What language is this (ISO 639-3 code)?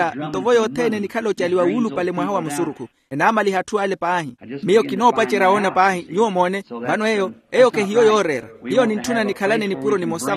vmw